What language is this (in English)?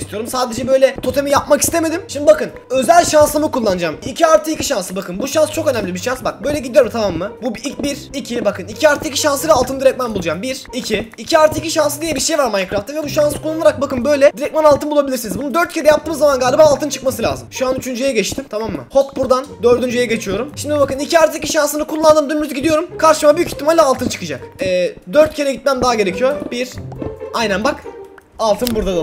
Turkish